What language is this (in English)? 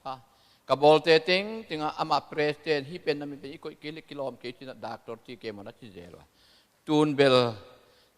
Tedim Chin